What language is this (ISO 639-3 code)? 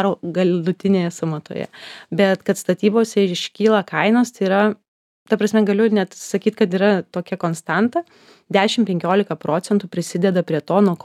lit